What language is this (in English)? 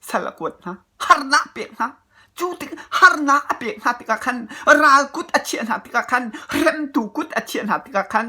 Hakha Chin